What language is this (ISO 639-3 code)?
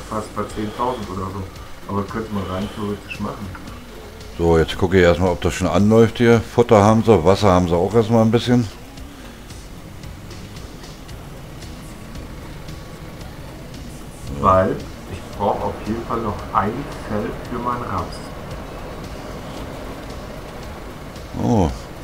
deu